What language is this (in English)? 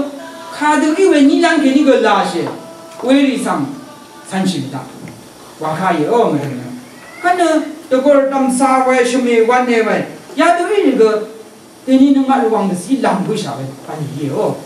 Rawang